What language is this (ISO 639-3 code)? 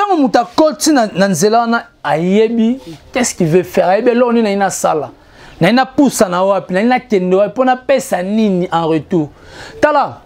lin